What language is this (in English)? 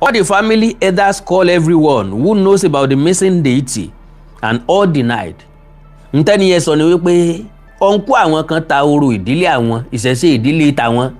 Yoruba